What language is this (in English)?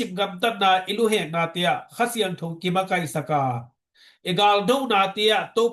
Tedim Chin